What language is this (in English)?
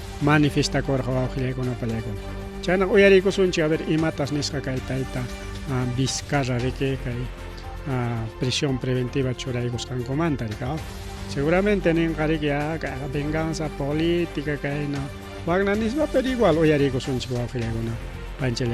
Ayacucho Quechua